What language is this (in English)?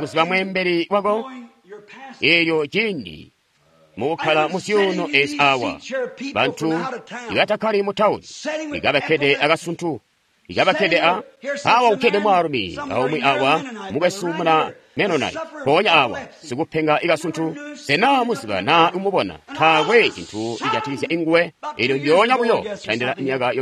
Tonga (Zambia)